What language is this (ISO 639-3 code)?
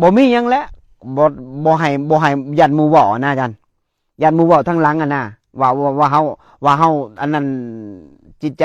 tts